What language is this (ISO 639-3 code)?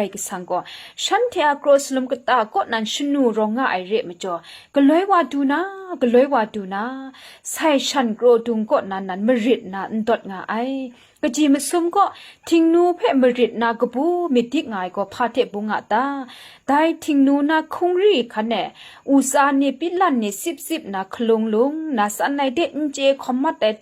kac